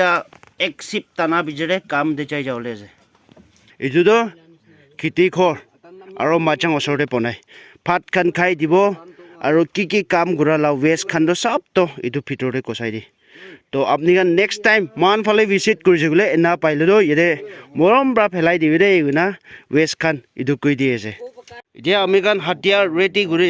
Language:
Naga Pidgin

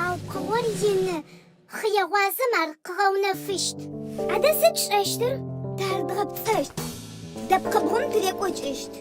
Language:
Adyghe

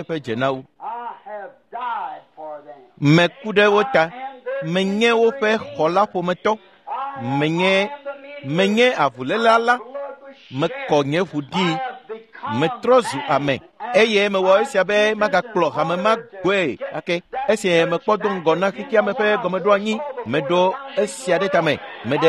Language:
Ewe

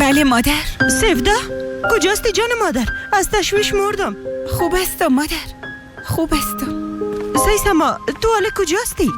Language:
Persian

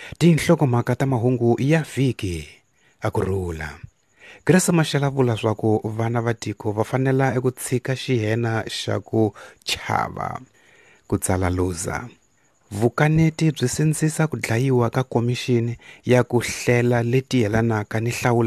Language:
Tsonga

